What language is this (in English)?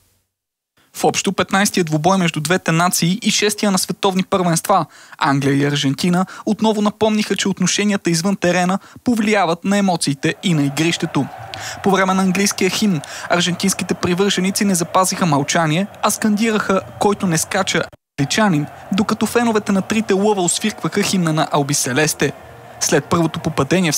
Bulgarian